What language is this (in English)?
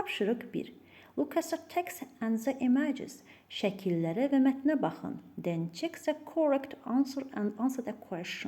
Azerbaijani